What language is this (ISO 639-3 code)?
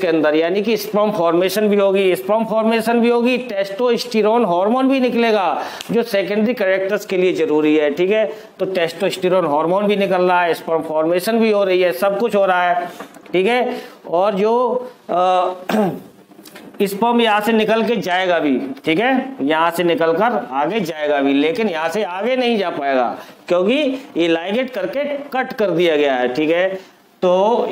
hin